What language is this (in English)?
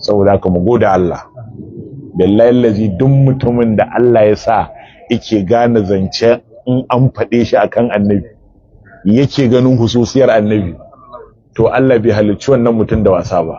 Hausa